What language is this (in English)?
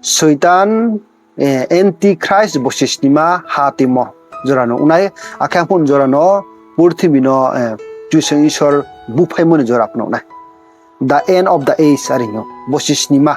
Riang (India)